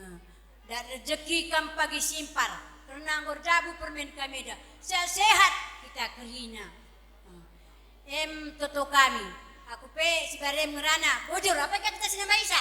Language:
Batak Karo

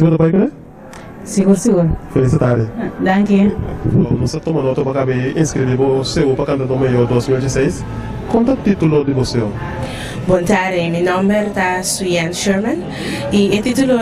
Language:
Papiamento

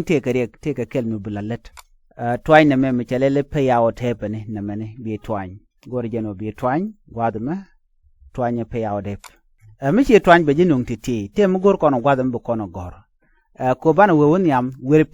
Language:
Nuer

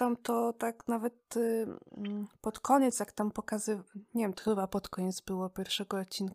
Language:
Polish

